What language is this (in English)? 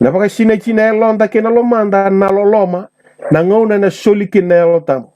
Fijian